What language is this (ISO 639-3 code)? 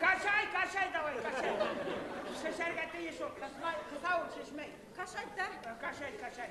bak